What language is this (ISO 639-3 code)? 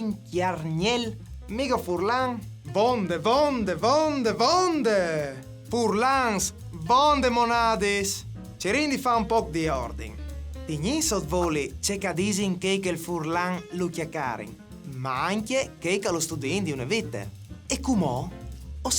fur